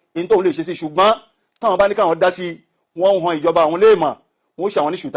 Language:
Yoruba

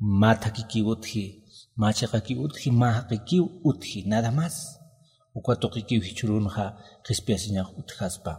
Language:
Aymara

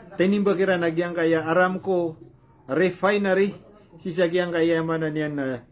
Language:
Maranao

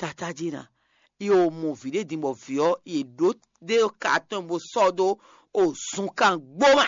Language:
Fon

